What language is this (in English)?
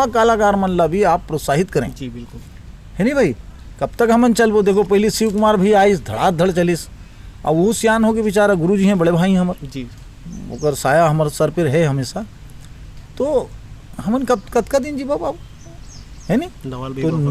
Chhattisgarhi